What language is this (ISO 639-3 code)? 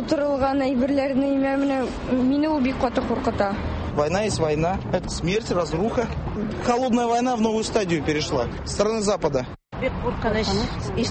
tat